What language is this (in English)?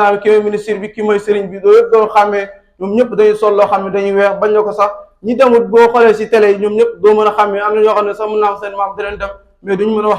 Wolof